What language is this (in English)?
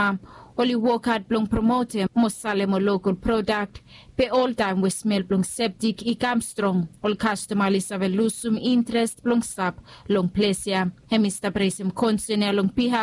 Bislama